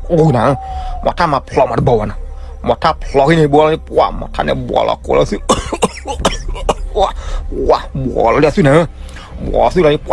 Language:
S'gaw Karen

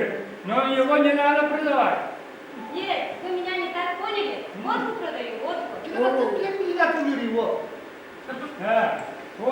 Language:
Yakut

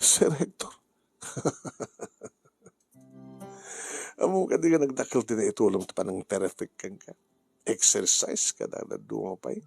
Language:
Iloko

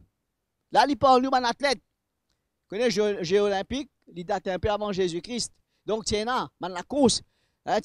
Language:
Morisyen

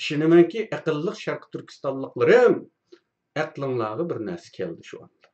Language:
Uyghur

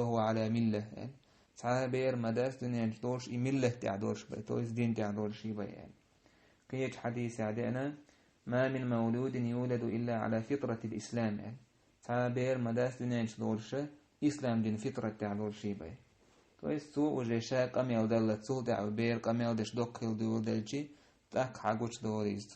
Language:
Chechen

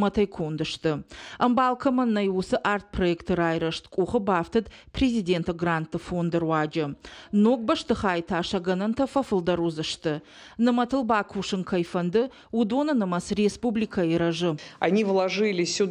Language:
Ossetic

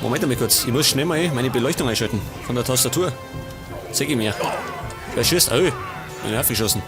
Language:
Bavarian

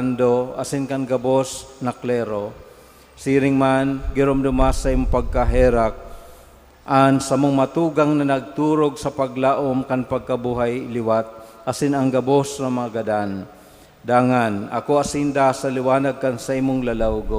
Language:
Bikol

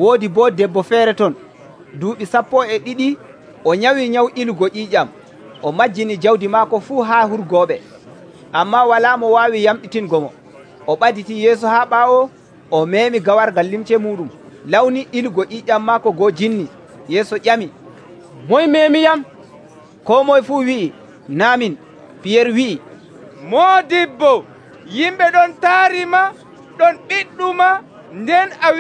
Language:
Nigerian Fulfulde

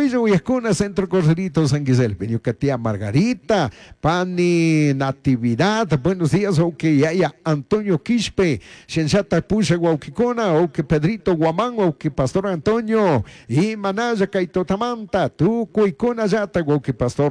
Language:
Chimborazo Highland Quichua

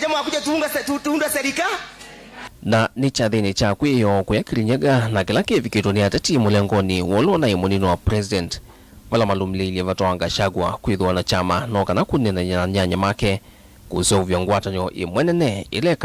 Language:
Kamba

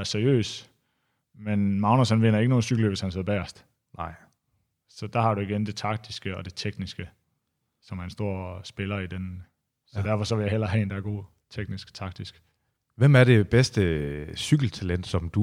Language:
Danish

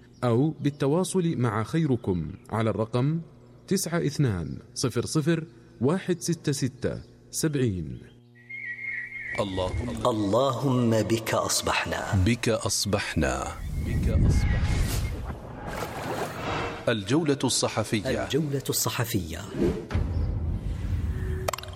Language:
Arabic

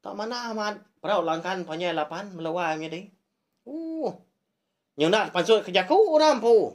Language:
Iban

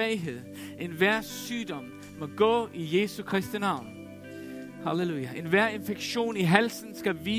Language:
Danish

